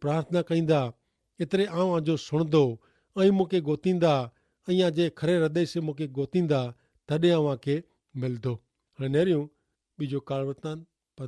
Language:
Kachhi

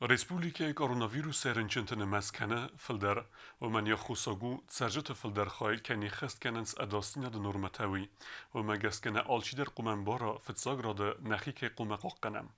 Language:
Ossetic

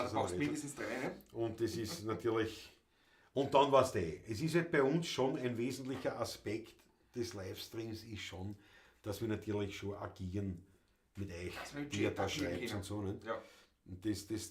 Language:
Bavarian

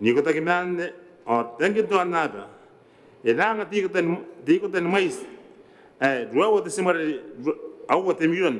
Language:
Gilbertese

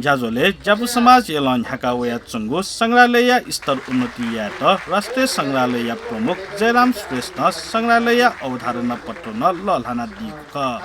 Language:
Newari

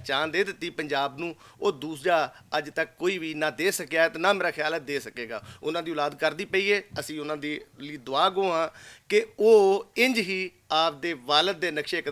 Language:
Western Panjabi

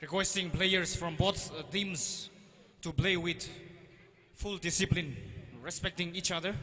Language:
Tangkhul Naga (India)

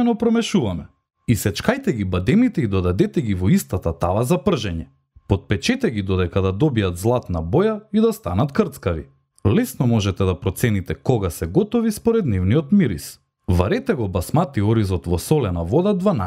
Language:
Macedonian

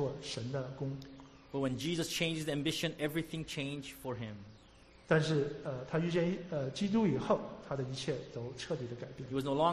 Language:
Chinese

